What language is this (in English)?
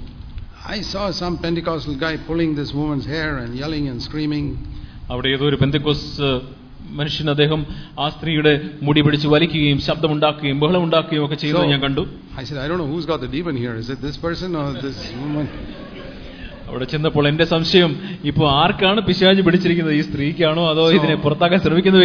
Malayalam